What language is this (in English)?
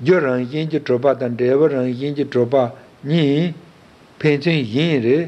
Tibetan